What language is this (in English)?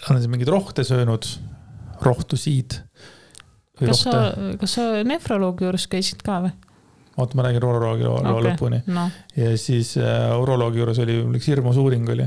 Estonian